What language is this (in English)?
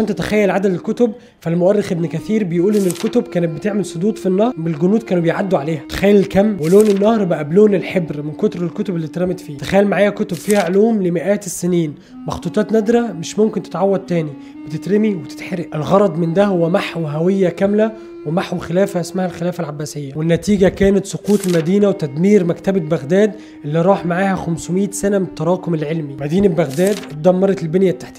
Egyptian Arabic